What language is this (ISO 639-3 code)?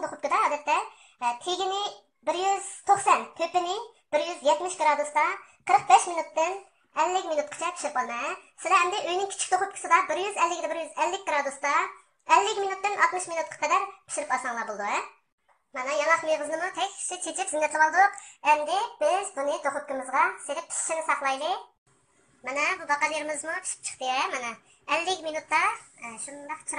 uig